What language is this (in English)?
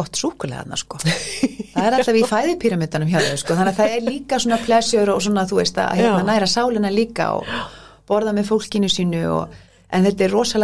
Icelandic